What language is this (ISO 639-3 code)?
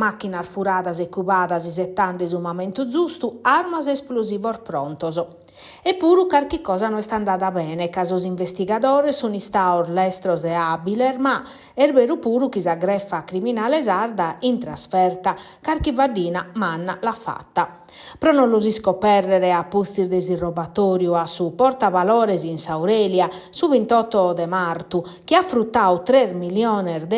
srd